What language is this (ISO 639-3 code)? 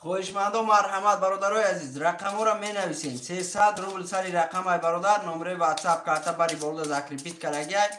tgk